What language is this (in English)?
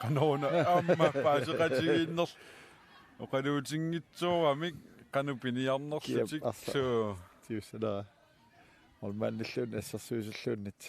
Kalaallisut